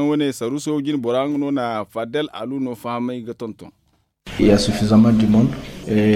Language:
Zarma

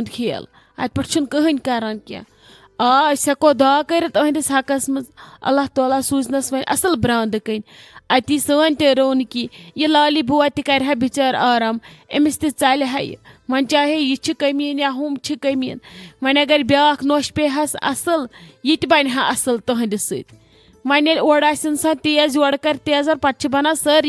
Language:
Kashmiri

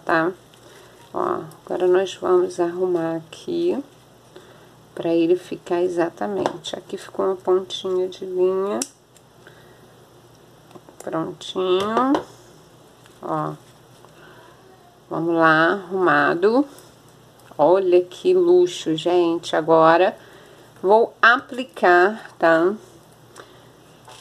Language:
Portuguese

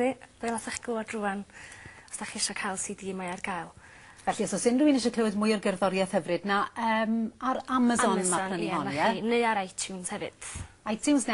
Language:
Welsh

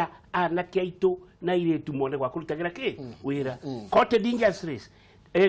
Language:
Kikuyu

